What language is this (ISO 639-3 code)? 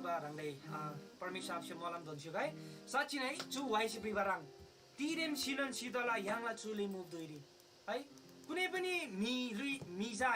taj